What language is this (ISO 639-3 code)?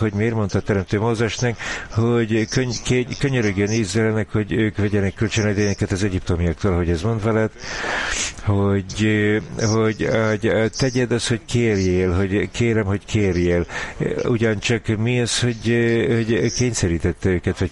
hun